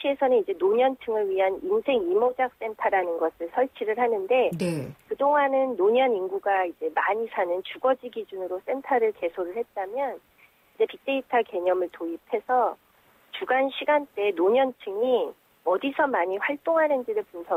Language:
Korean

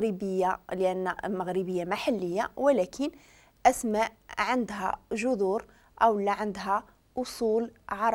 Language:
Moroccan Arabic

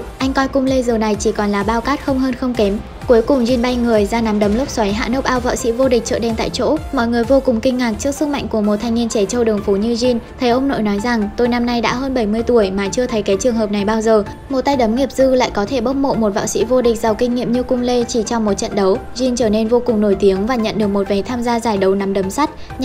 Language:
Vietnamese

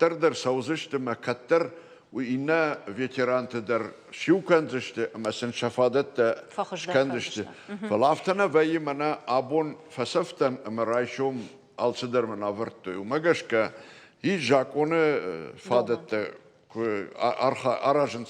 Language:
Ossetic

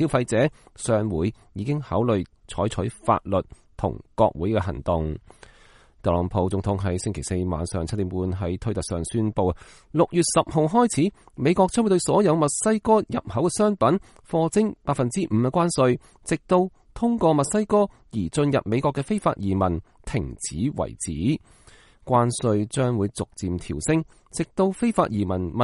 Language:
Cantonese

